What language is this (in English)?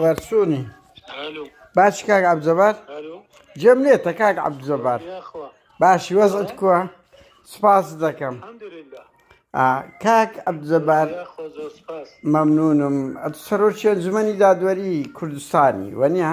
Central Kurdish